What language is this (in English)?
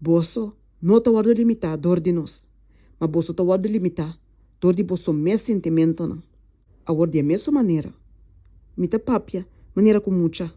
Papiamento